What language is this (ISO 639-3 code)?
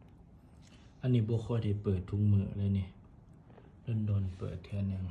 lao